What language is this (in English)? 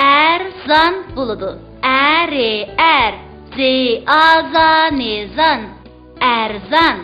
Uyghur